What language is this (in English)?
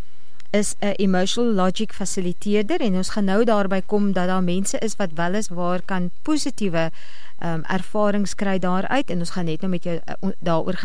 Afrikaans